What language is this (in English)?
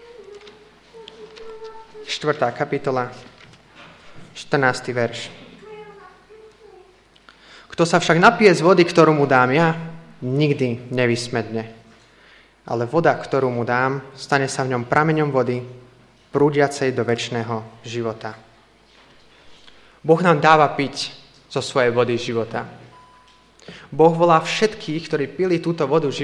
Slovak